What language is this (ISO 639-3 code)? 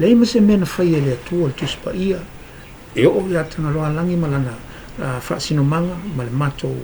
smo